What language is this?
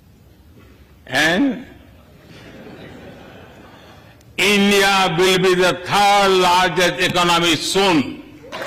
English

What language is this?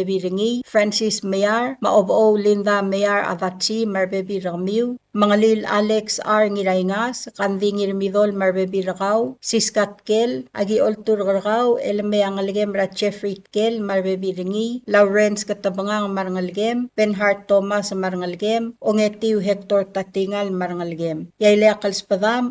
Palauan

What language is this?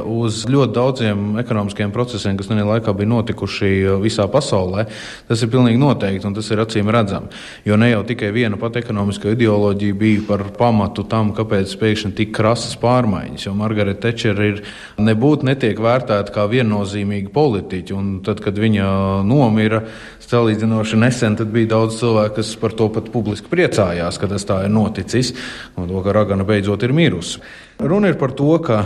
Latvian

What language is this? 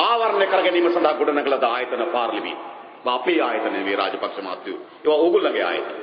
Sinhala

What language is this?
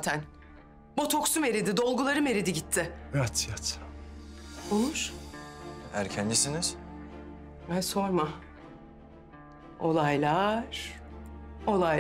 Turkish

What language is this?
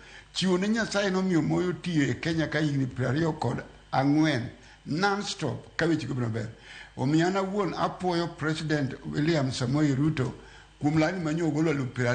Luo (Kenya and Tanzania)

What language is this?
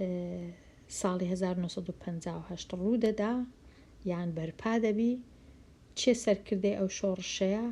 Central Kurdish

